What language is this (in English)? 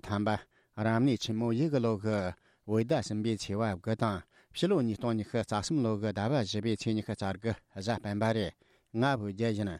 Tibetan